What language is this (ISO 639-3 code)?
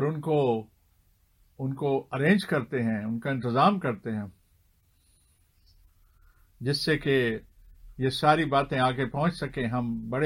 hin